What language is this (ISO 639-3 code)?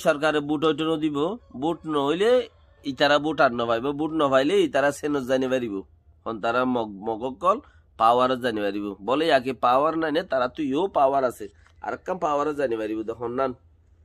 rhg